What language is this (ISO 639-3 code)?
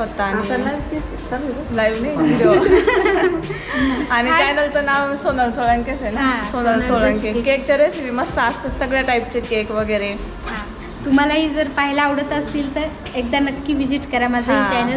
mar